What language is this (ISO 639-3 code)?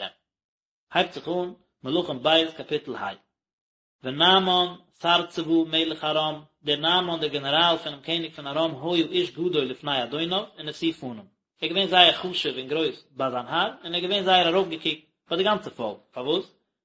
yid